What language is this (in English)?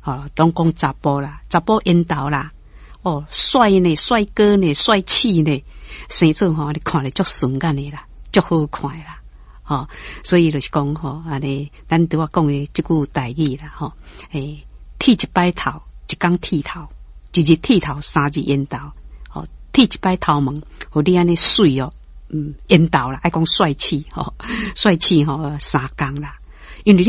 Min Nan Chinese